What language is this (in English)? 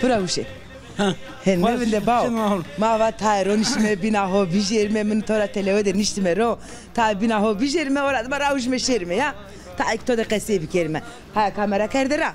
Zaza